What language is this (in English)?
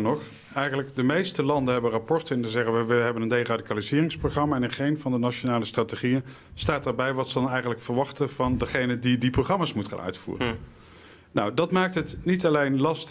Dutch